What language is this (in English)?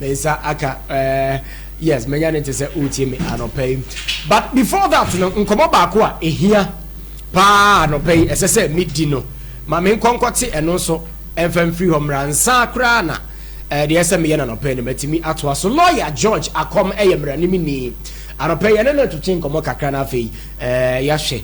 Akan